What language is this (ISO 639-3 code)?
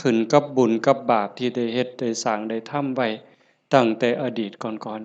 tts